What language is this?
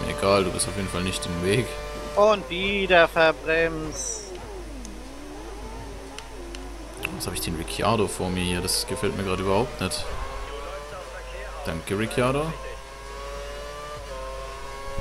German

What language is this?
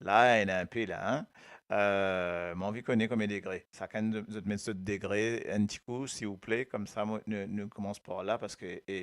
Morisyen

